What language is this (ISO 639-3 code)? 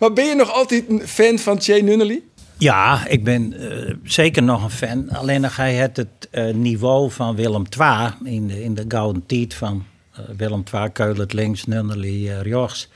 fry